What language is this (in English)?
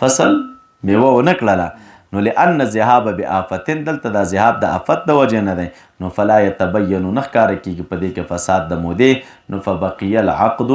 Pashto